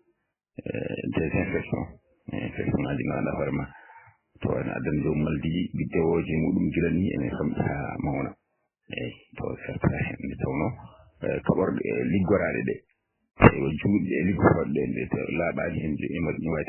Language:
Fula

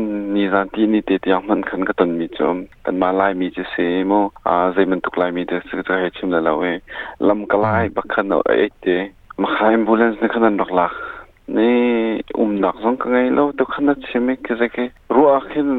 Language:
Hakha Chin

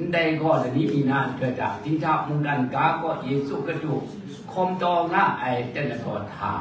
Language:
Kachin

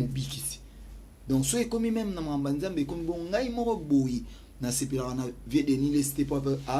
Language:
Lingala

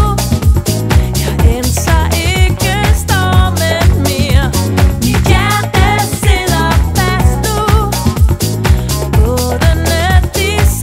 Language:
Danish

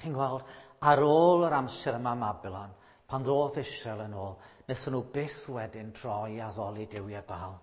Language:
Welsh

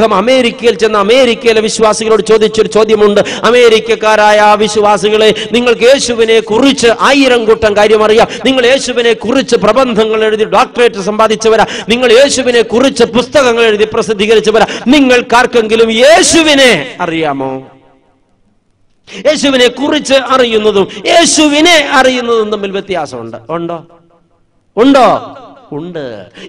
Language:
Malayalam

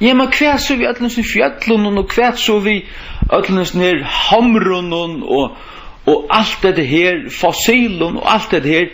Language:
Faroese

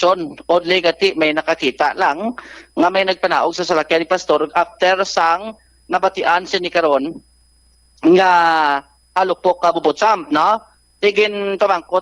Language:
Hiligaynon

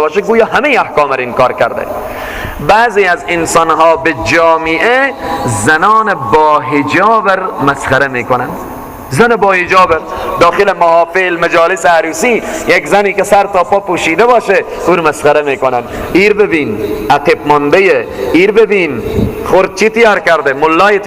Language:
Persian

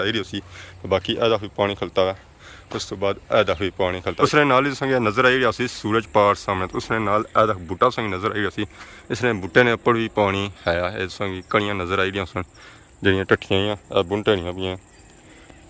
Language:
Pahari-Potwari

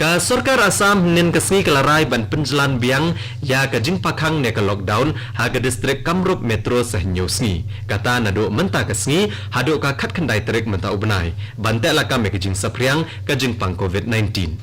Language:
Khasi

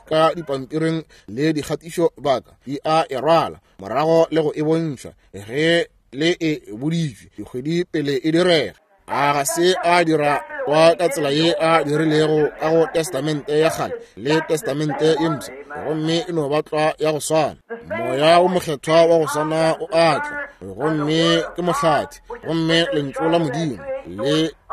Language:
Northern Sotho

